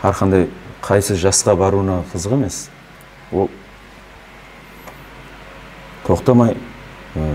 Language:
Kazakh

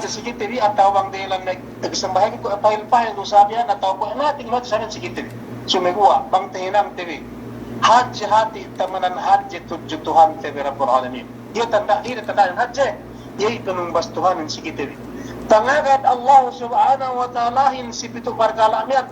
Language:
Yakan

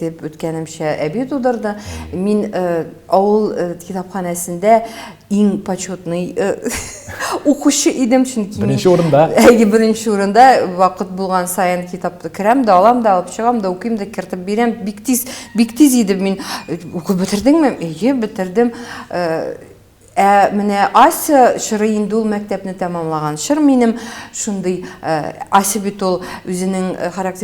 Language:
Tatar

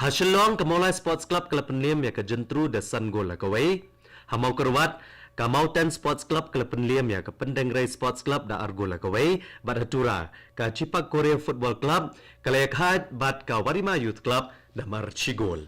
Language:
Khasi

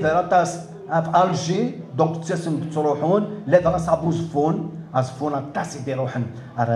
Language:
Kabyle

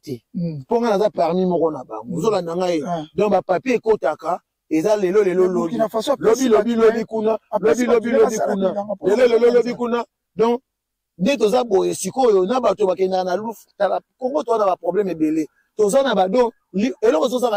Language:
Lingala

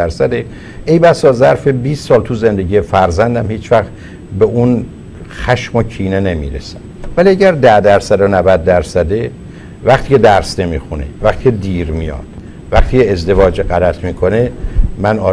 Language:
Persian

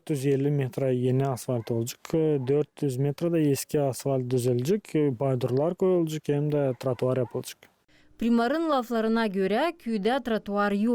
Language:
Gagauz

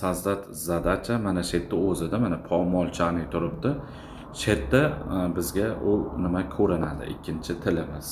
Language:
Uzbek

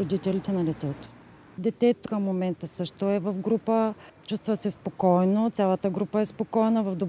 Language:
Bulgarian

